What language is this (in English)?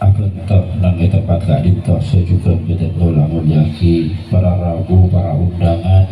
Madurese